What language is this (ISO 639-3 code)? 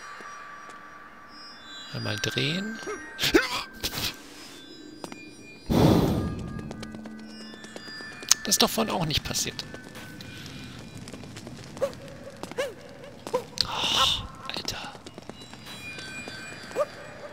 deu